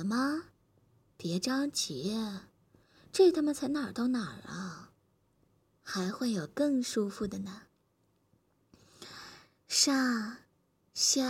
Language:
Chinese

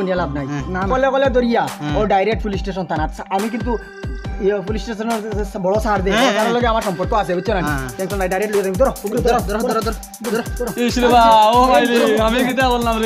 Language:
Sylheti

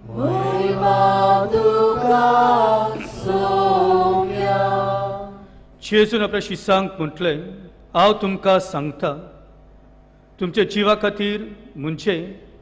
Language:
Konkani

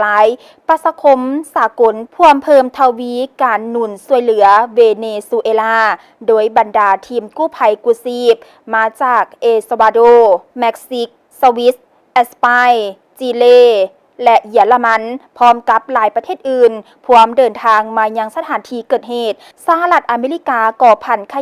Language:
Lao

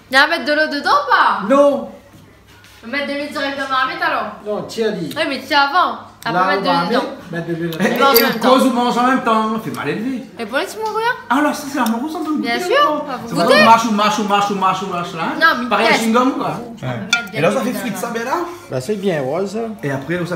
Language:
Réunion Creole French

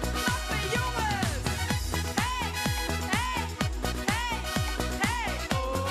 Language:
Limburgish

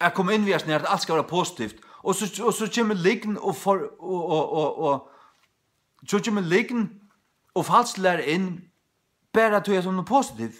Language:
Faroese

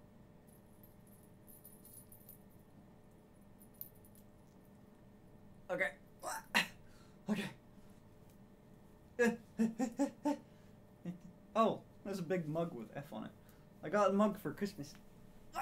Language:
English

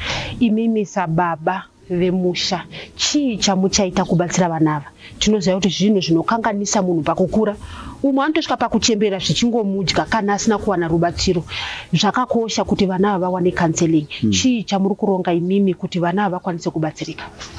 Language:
Shona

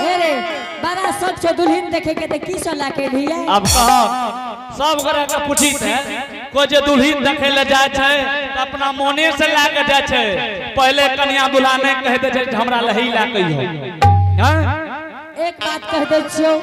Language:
Angika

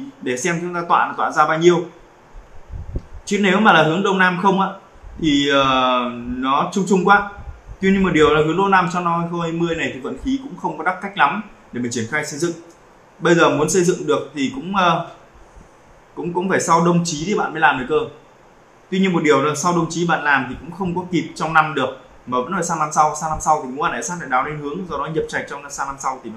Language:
Vietnamese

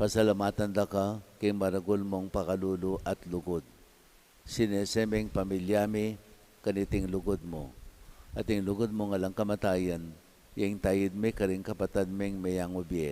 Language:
Pampanga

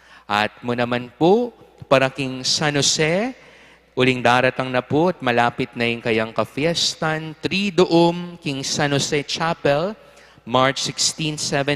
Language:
Pampanga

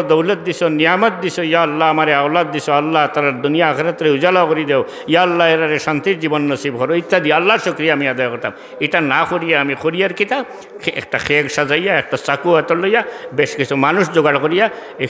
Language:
Sylheti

